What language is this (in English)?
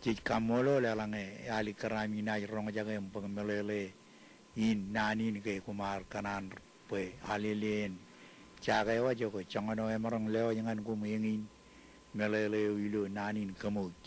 Marshallese